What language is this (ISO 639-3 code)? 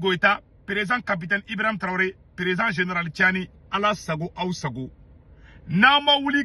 bam